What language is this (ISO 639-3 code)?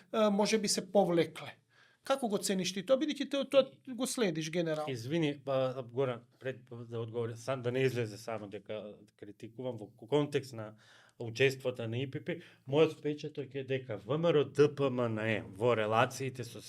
mkd